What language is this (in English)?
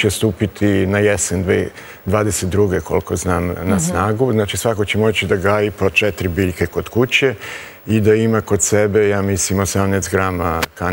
Serbian